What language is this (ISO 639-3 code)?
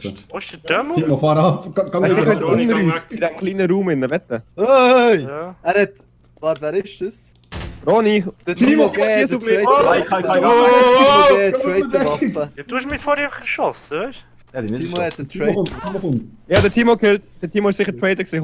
gsw